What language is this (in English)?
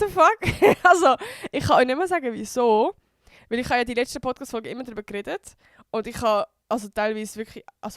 Swiss German